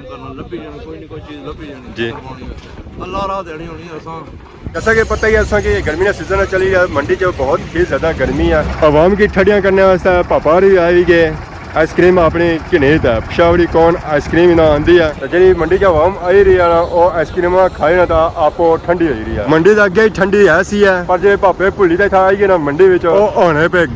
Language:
Pahari-Potwari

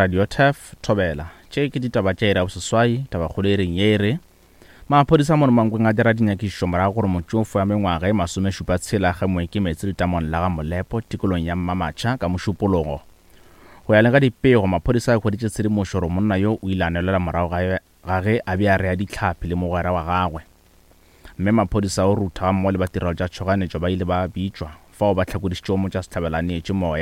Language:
Northern Sotho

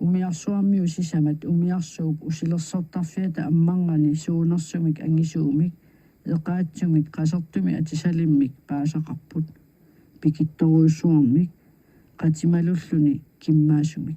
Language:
Kalaallisut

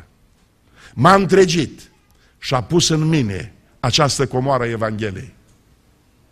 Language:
Romanian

